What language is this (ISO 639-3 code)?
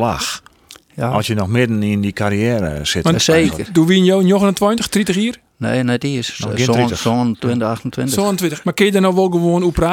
fry